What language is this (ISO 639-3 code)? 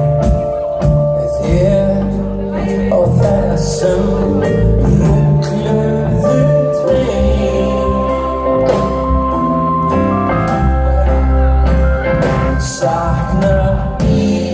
isl